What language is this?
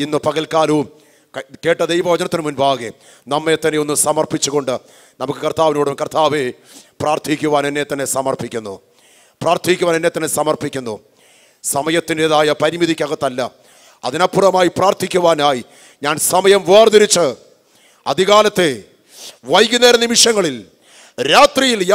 Malayalam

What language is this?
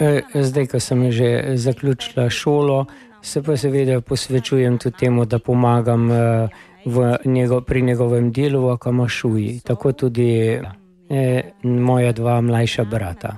Slovenian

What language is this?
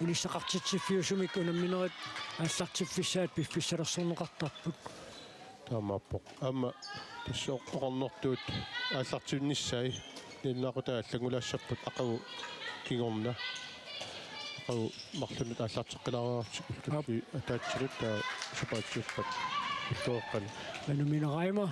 Kalaallisut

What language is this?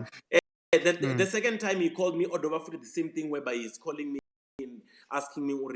Venda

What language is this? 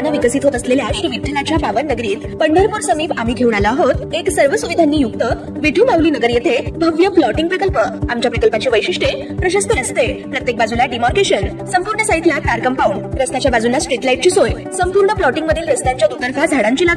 Marathi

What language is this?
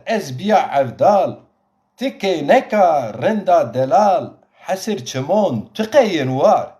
Zaza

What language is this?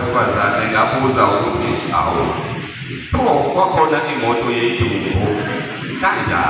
Zulu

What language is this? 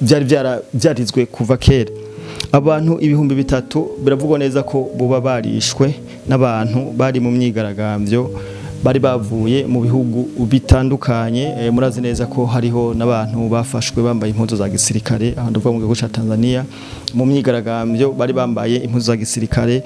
Rundi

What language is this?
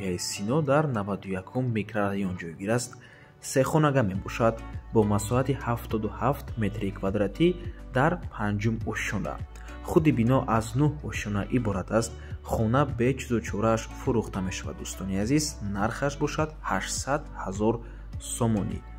Tajik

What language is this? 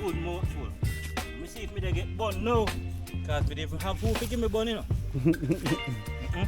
Jamaican Creole English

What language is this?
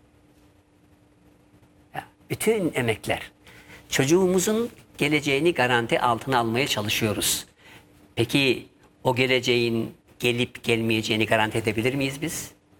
Turkish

